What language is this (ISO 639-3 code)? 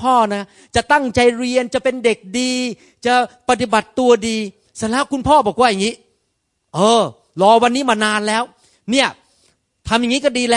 tha